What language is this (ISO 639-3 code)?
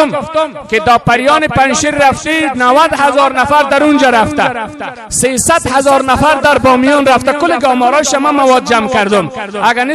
fas